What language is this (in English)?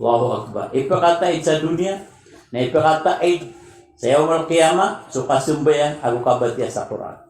Maranao